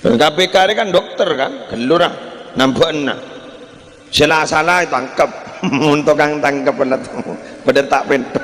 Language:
Madurese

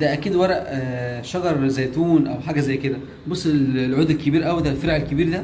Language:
Egyptian Arabic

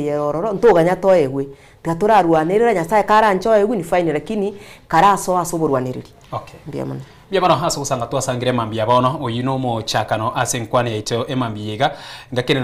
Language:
Gusii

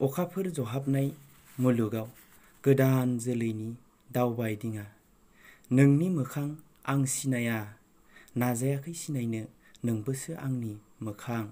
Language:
Bodo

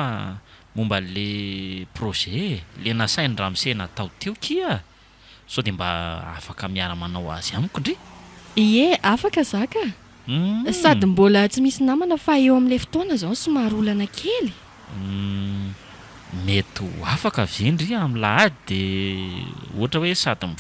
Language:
Malagasy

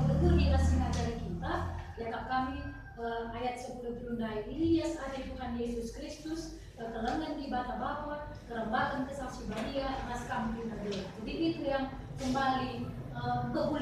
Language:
Batak Karo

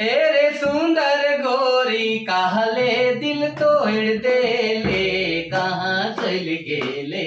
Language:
Sadri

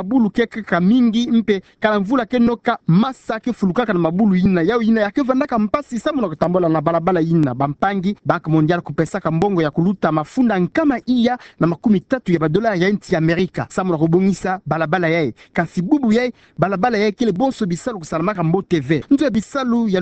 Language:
Kituba (Democratic Republic of Congo)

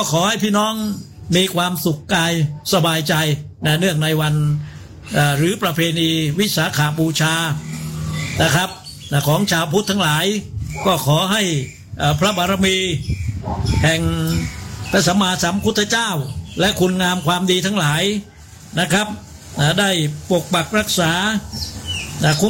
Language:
Thai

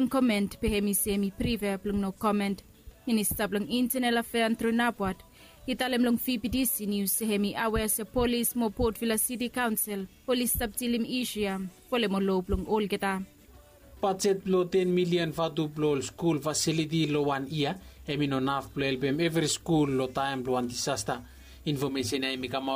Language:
Bislama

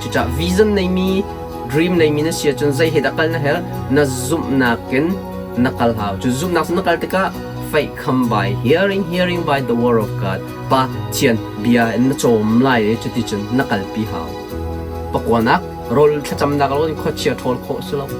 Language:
Hakha Chin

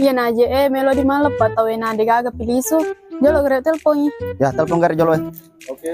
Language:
Buginese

